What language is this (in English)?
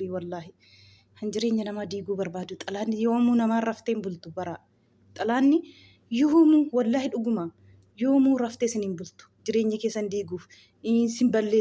Oromo